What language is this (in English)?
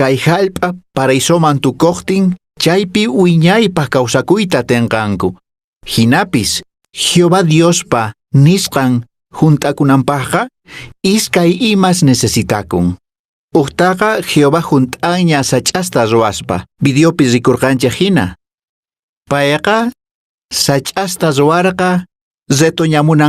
Quechua